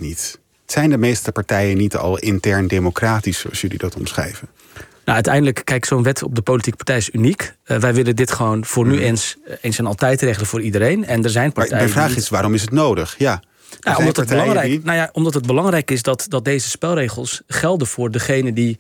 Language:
Dutch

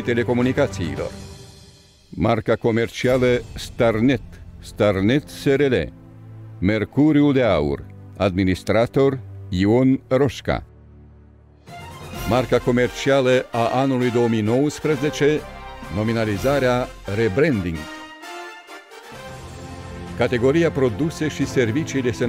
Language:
Romanian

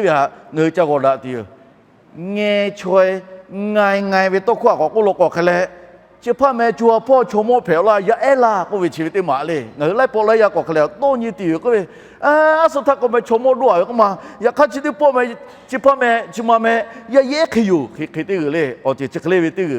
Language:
Lahu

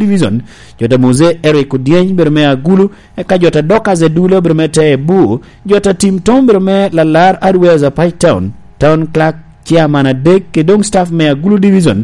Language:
Lango (Uganda)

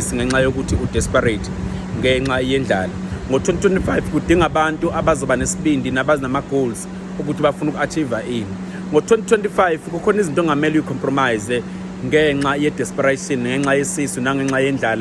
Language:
Zulu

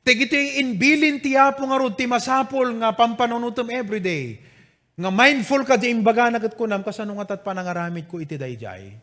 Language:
Iloko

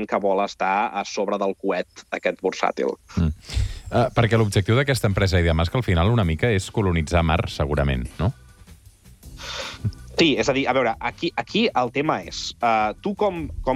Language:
Catalan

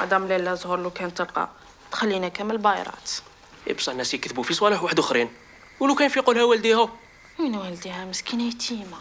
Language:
Algerian Arabic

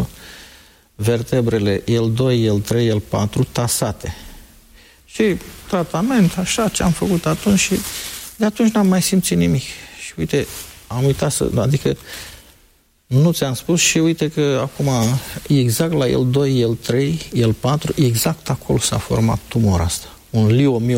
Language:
Romanian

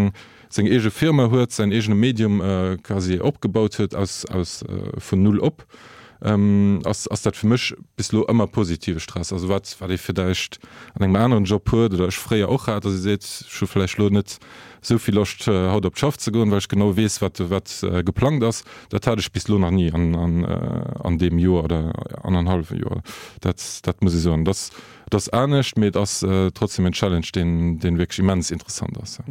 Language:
Luxembourgish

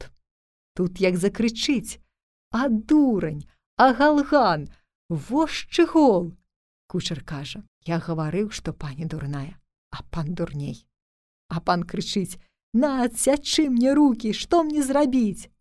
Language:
Belarusian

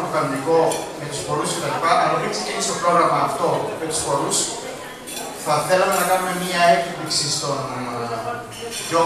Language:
Greek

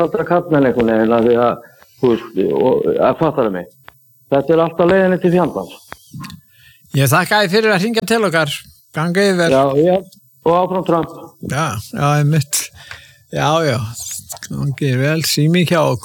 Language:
Icelandic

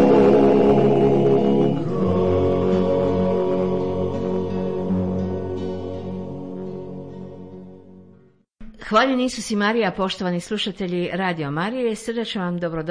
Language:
Croatian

